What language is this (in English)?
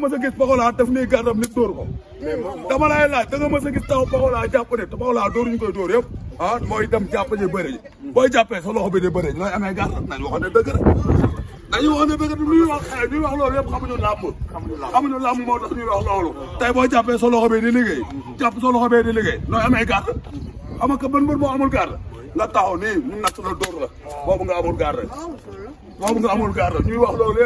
Wolof